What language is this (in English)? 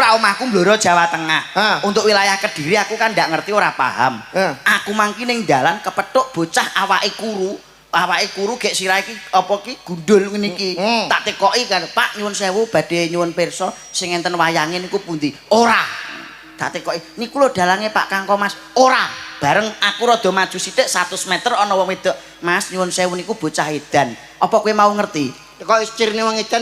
Javanese